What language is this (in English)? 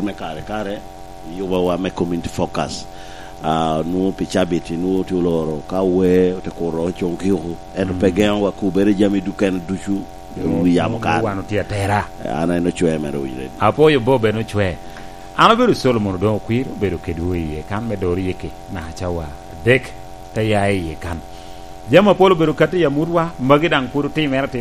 Lango (Uganda)